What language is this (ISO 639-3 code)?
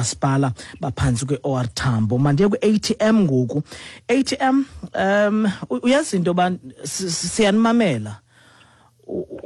xho